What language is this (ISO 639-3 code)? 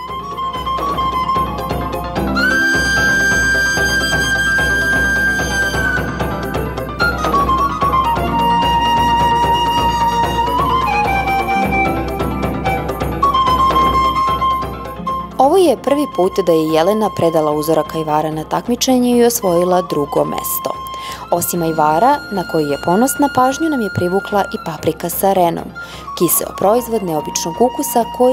srp